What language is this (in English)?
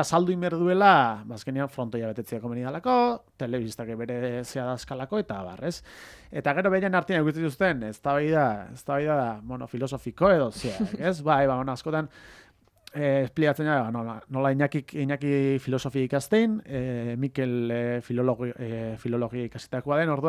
Basque